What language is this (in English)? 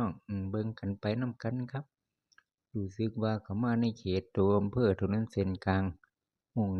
Northeastern Thai